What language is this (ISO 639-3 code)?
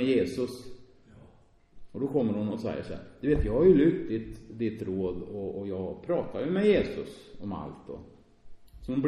swe